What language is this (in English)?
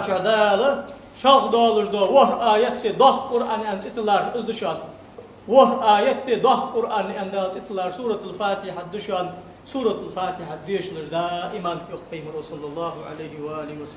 Ingush